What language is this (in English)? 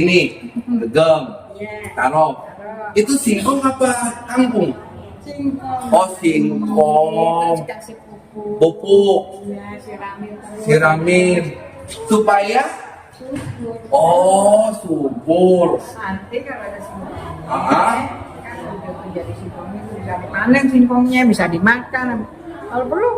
Betawi